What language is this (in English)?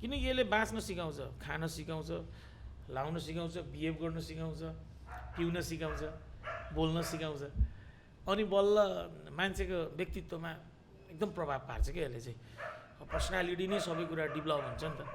Nepali